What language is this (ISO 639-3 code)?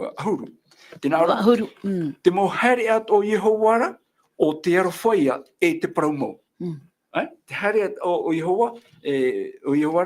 tah